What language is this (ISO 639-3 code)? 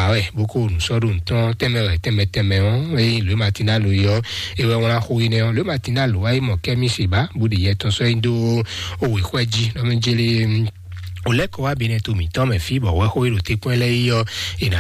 fon